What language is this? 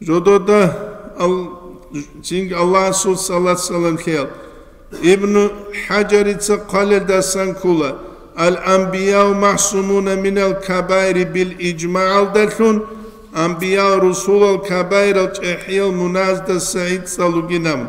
Avaric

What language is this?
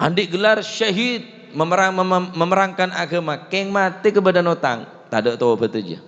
Madurese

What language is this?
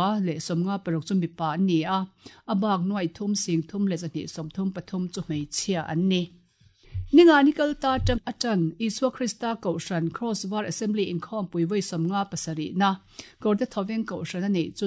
Mizo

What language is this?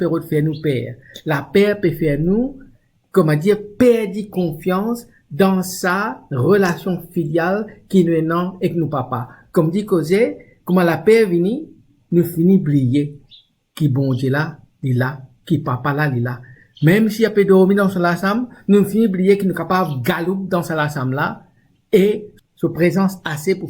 Morisyen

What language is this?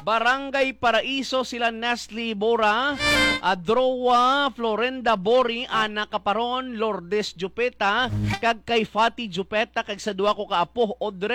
Hiligaynon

